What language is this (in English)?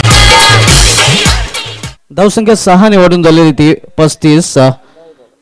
Marathi